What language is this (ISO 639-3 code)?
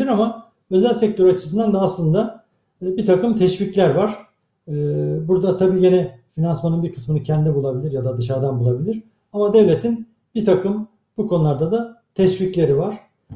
tur